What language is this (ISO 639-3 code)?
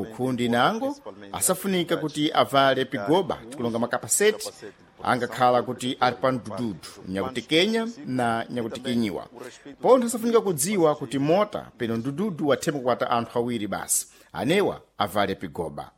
seh